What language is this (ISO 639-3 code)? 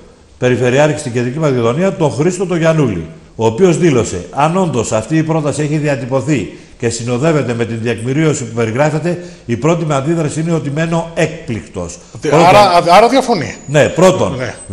ell